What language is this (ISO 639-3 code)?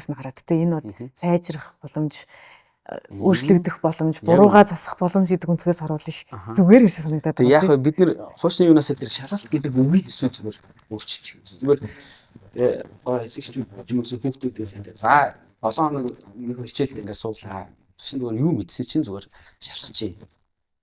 mon